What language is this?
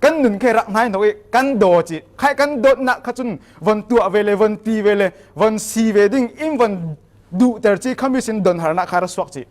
Falam Chin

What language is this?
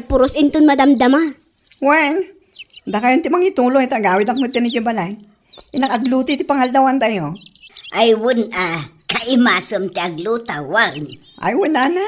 Iloko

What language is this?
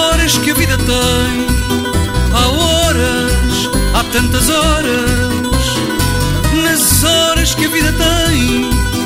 Portuguese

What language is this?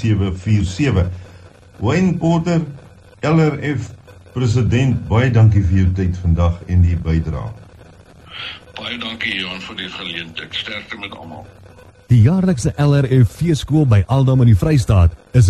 Afrikaans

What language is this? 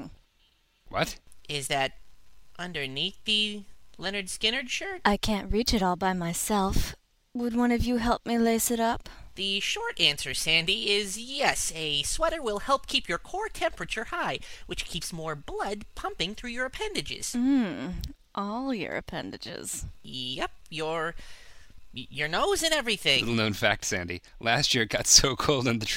English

